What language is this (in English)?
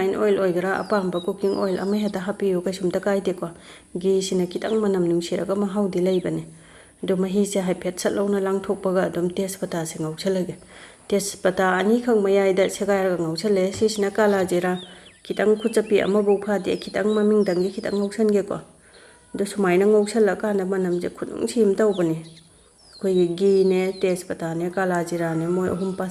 Manipuri